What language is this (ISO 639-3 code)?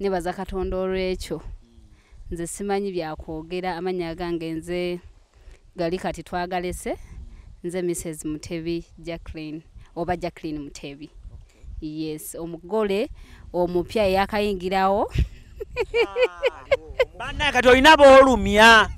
lug